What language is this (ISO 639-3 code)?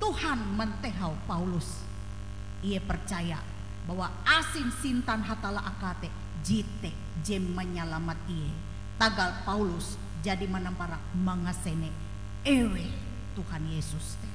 nij